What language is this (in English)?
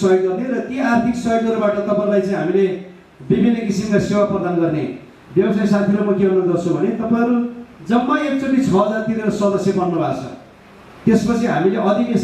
Nepali